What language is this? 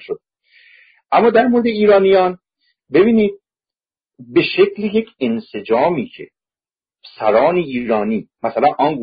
Persian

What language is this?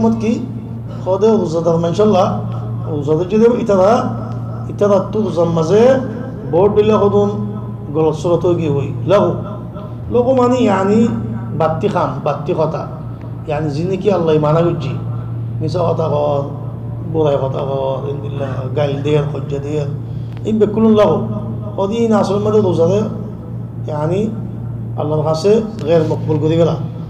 Rohingya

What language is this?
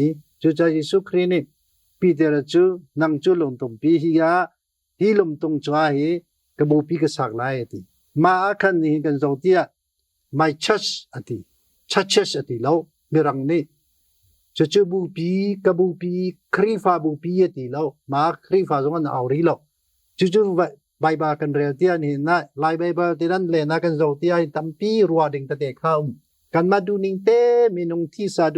Hakha Chin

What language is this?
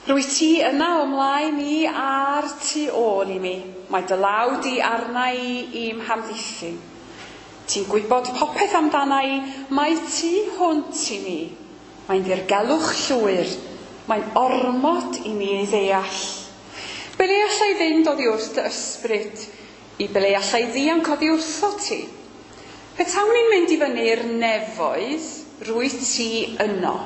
Welsh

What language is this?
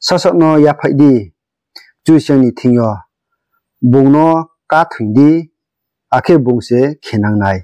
Riang (India)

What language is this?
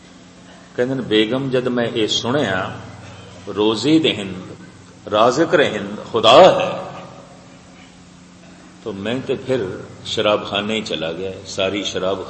Punjabi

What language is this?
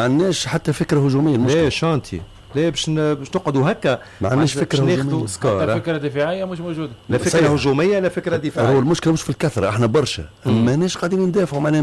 Tunisian Arabic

